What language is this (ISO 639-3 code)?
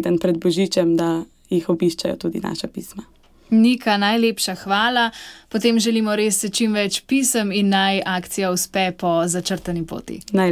slv